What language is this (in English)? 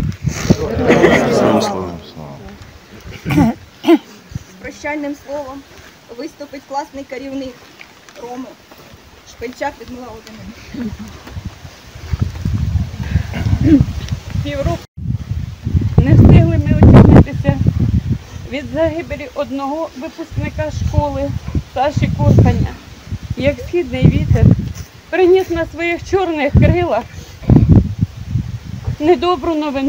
Ukrainian